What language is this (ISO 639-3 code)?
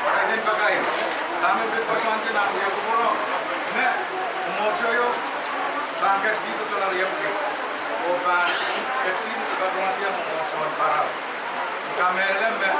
pon